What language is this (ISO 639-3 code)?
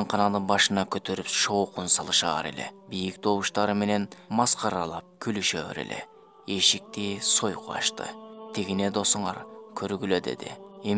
kir